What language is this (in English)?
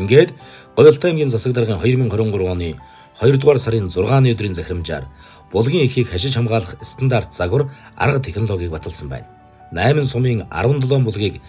Mongolian